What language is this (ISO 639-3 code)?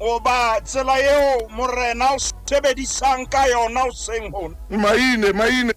sot